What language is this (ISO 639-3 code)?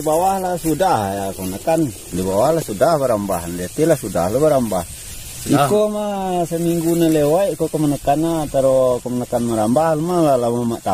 min